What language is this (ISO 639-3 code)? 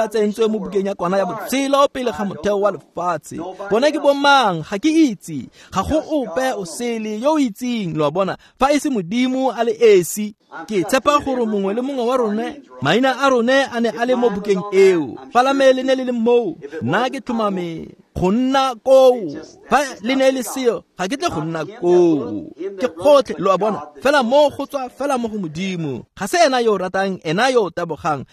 tsn